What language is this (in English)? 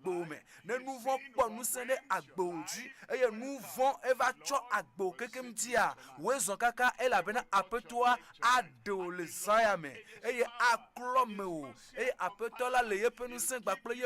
Ewe